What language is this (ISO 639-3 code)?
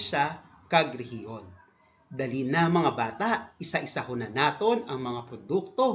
hil